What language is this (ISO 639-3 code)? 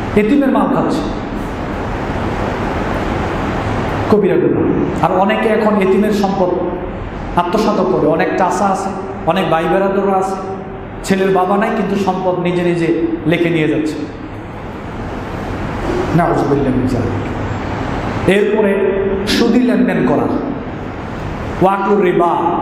ben